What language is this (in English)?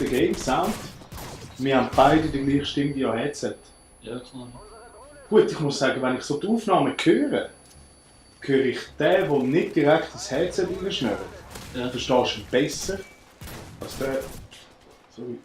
Swiss German